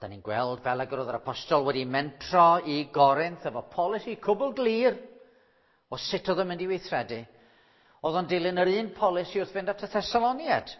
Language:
Welsh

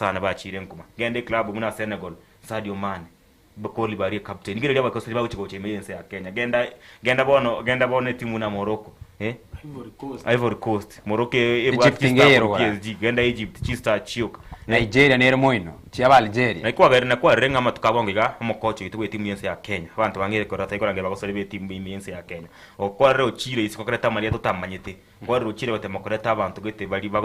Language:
Gusii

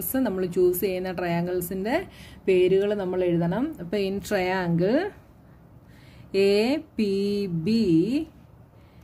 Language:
Malayalam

